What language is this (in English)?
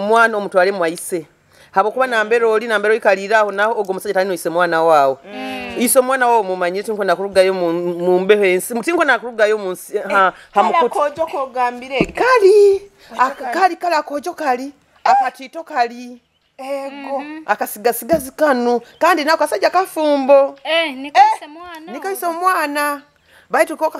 Nyoro